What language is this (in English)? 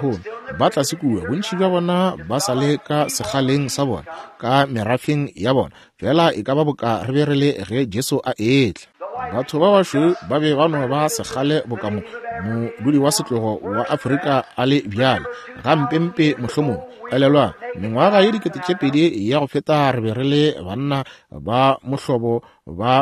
Northern Sotho